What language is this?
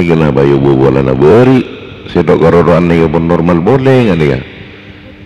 Madurese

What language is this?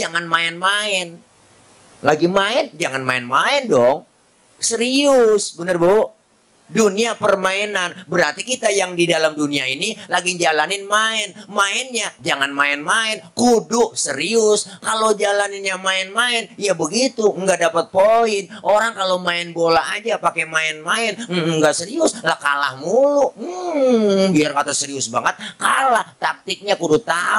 Betawi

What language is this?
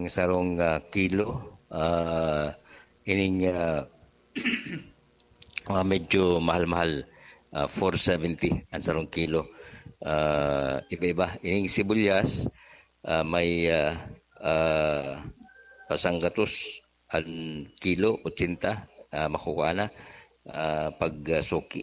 Bikol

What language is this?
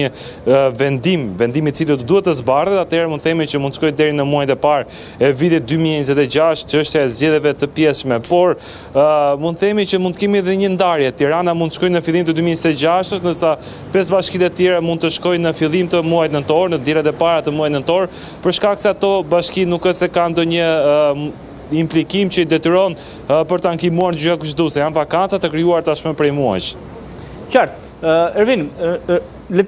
Albanian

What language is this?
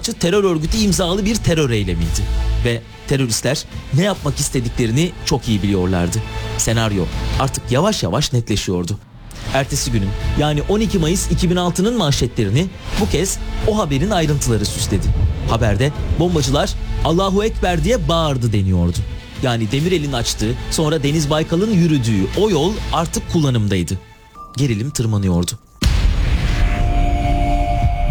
Turkish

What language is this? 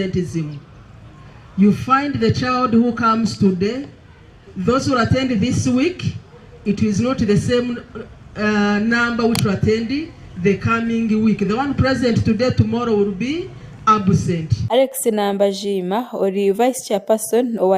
Nyankole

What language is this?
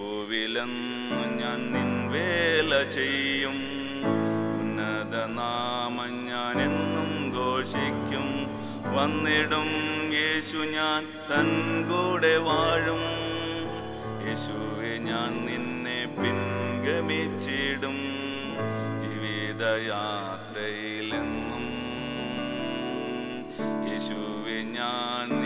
Malayalam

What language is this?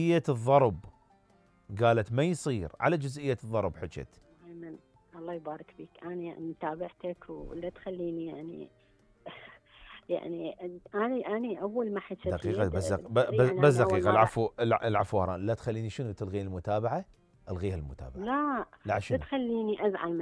Mesopotamian Arabic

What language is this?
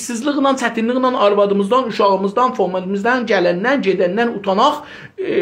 South Azerbaijani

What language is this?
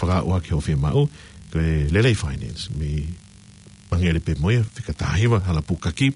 Tongan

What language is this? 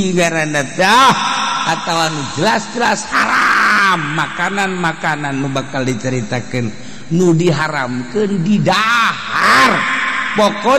Sundanese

